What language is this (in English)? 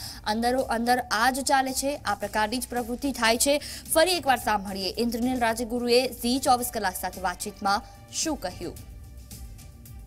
Gujarati